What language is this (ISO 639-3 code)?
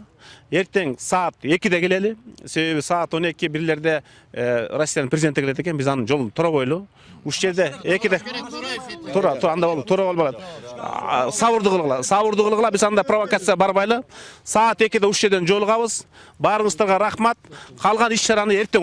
kir